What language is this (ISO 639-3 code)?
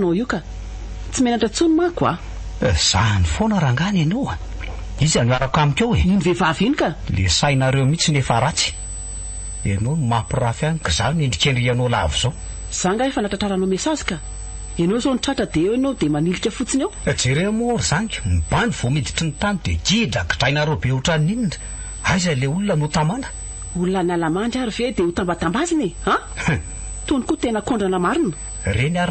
mlg